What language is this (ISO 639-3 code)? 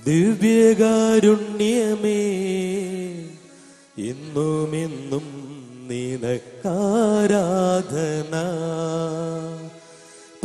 mal